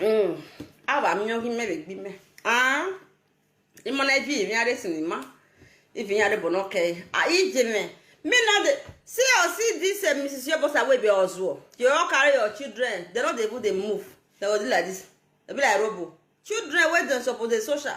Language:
Nigerian Pidgin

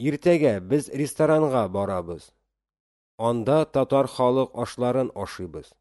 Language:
Tatar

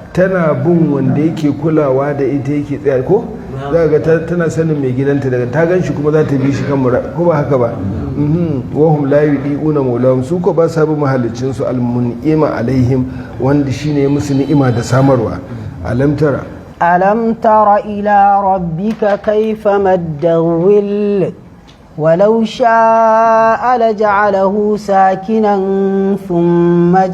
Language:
Hausa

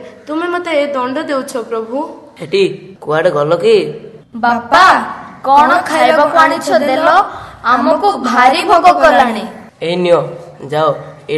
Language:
Odia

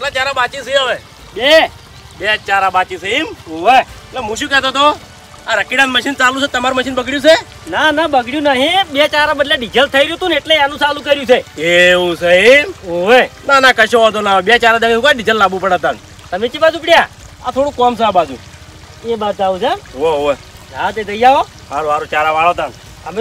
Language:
Gujarati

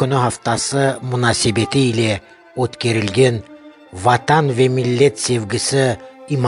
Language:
Crimean Tatar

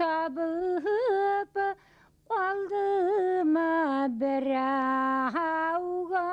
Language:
Bashkir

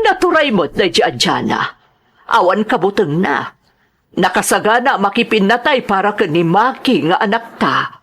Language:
Iloko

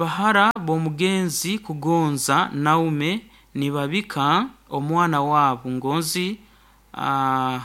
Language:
Nyoro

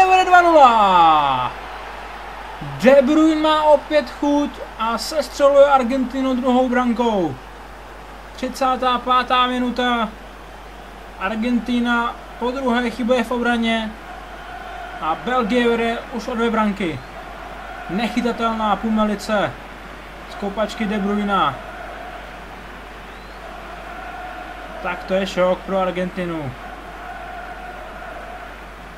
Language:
Czech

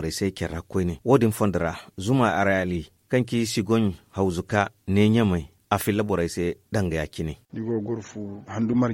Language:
Zarma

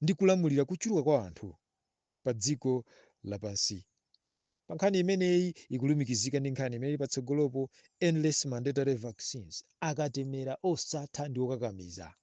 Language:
Nyanja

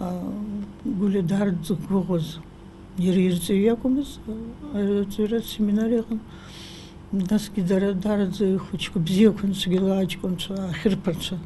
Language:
Abkhazian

